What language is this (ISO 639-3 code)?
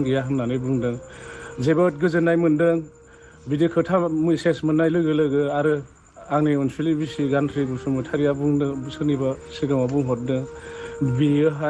brx